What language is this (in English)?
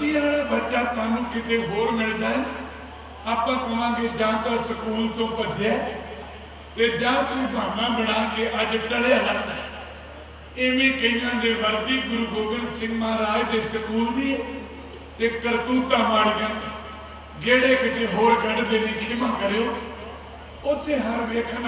Punjabi